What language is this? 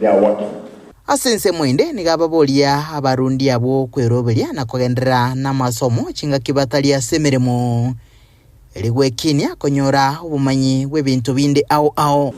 Gusii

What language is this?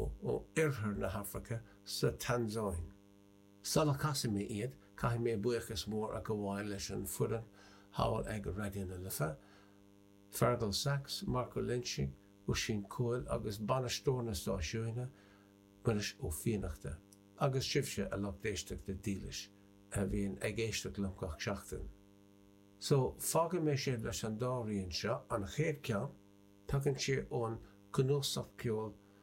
Irish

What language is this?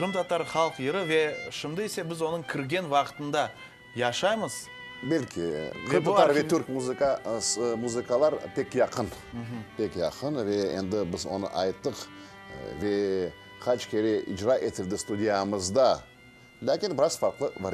Crimean Tatar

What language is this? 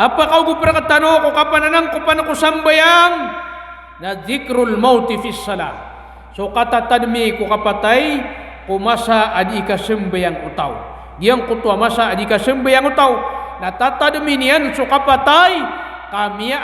Maranao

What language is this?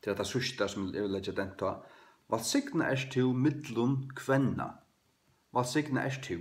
Faroese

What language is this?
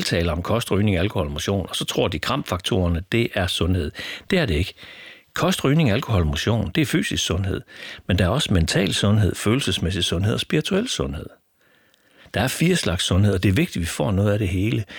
Danish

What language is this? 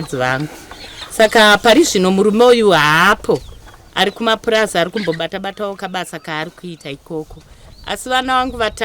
Shona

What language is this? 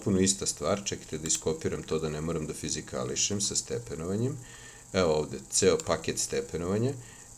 Serbian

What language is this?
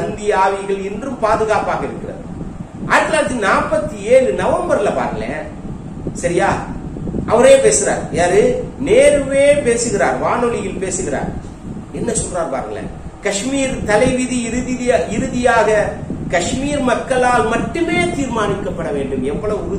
Tamil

